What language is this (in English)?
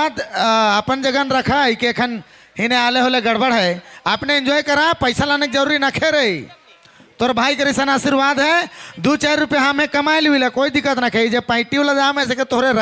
Sadri